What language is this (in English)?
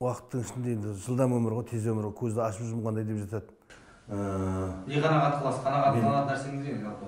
Kazakh